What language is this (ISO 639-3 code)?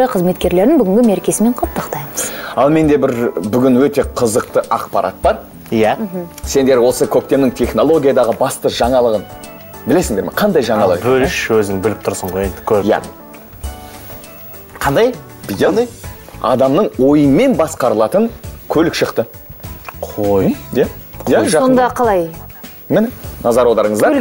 kaz